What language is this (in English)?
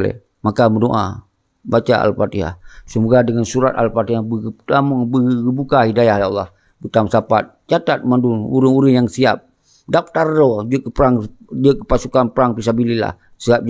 Achinese